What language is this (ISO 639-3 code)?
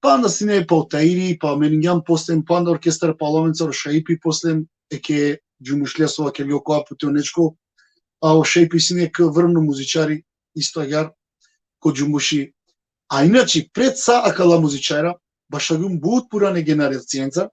rmn